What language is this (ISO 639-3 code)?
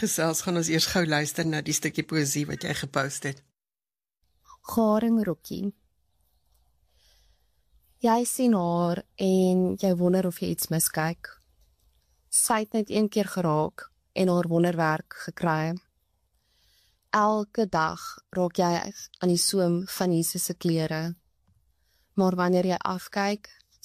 afr